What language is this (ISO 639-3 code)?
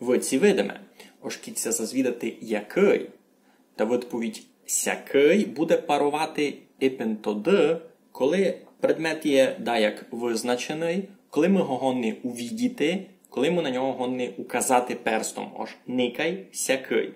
rue